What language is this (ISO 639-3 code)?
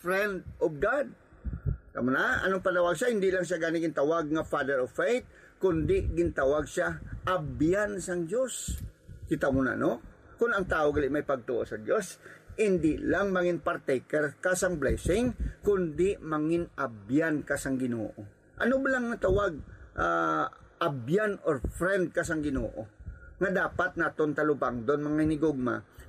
hil